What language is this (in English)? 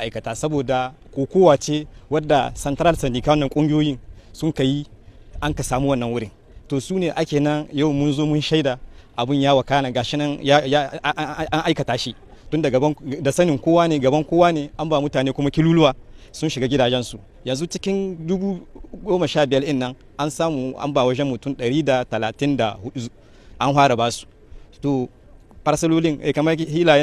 Hausa